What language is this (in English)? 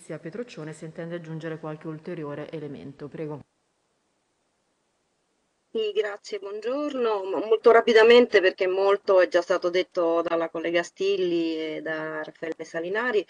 Italian